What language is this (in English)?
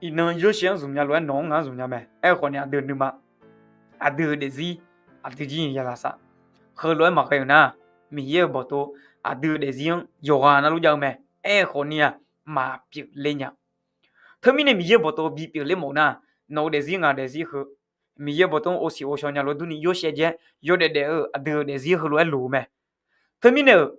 Akha